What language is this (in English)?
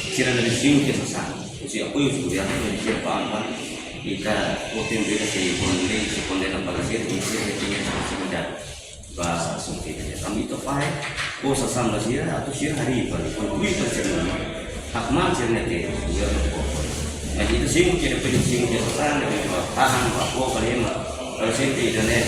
Tetum